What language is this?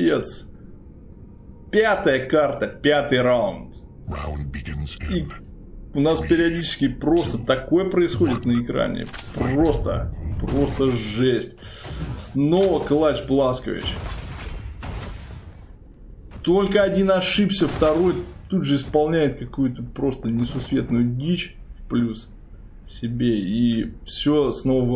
Russian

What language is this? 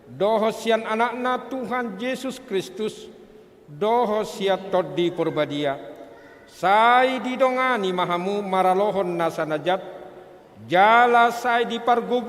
Batak Toba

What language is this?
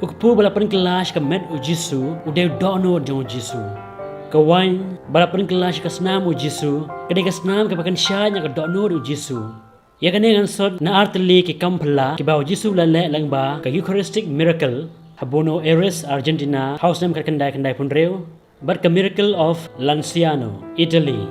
Khasi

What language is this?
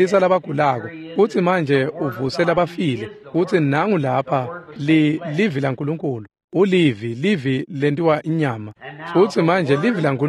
Swati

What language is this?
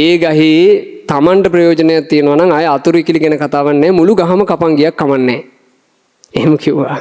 Sinhala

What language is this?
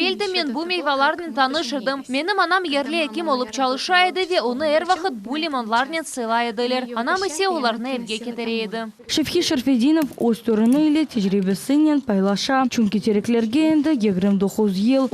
Crimean Tatar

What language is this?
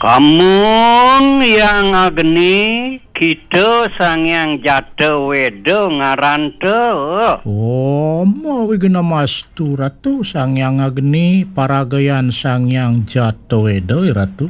Balinese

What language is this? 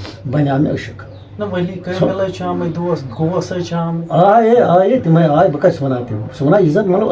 Kashmiri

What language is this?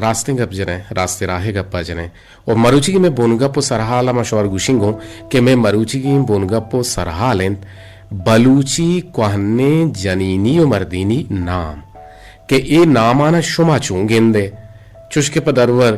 Eastern Balochi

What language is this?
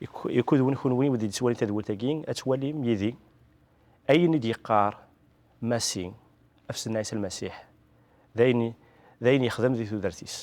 Kabyle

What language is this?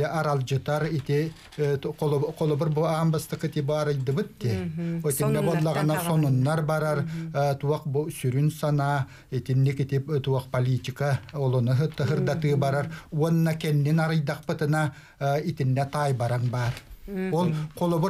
Yakut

